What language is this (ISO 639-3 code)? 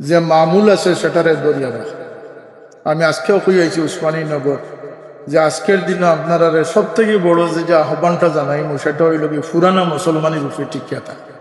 syl